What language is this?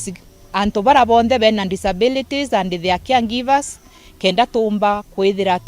Meru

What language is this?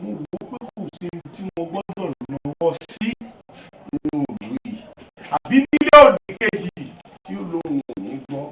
Yoruba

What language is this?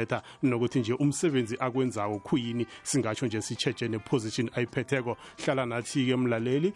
South Ndebele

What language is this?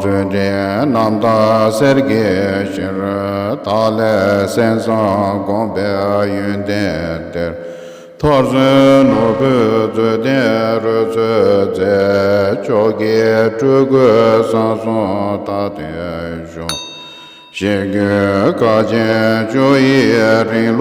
Tibetan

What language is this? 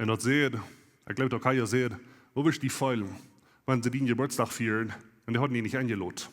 Plautdietsch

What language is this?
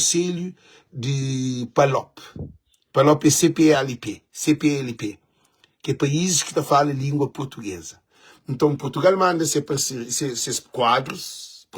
Kabuverdianu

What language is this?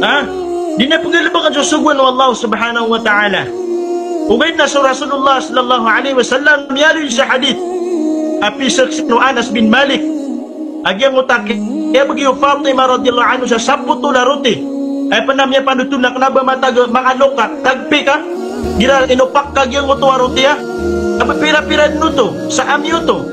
Maranao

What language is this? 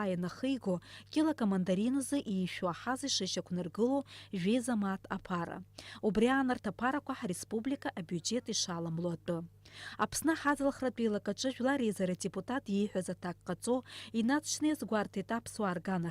Abkhazian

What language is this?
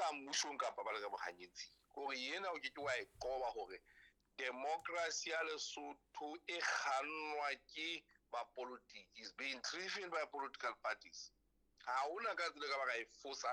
Southern Sotho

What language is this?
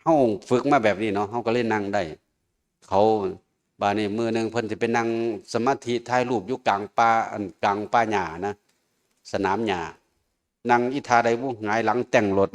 Northeastern Thai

